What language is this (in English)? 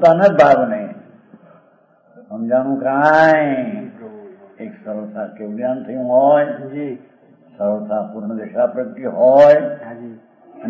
Gujarati